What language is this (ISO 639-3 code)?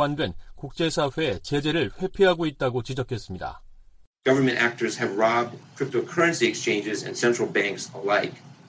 kor